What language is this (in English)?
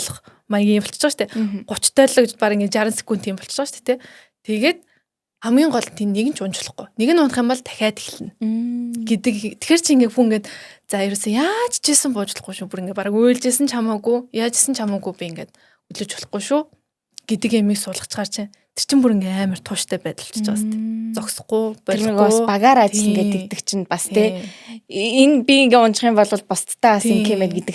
Mongolian